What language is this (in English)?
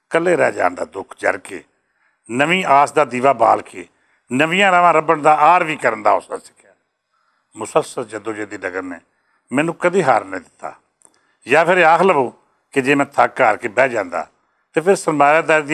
Western Panjabi